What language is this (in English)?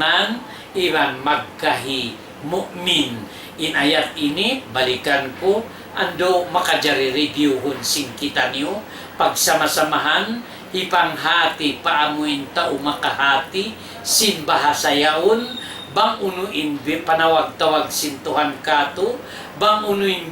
Tausug